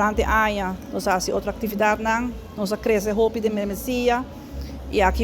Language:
Papiamento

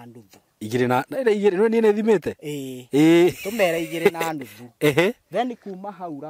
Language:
Kikuyu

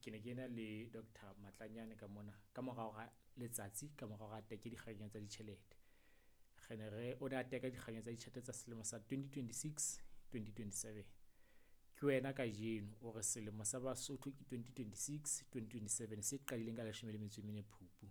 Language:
Southern Sotho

